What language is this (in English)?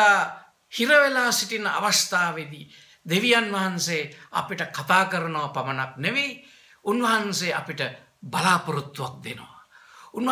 Sinhala